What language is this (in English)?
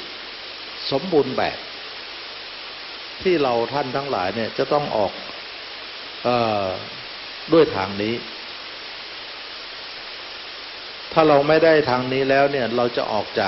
Thai